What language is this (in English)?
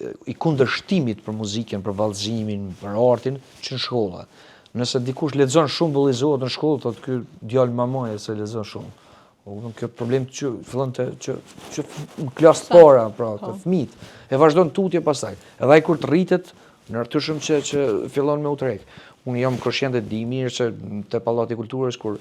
Albanian